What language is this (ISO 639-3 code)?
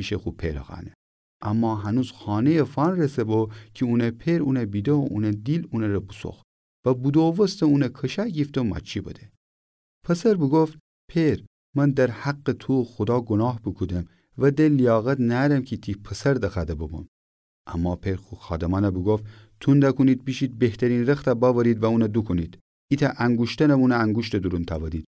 glk